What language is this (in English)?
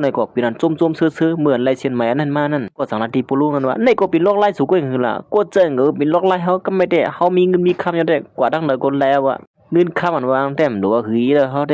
Shan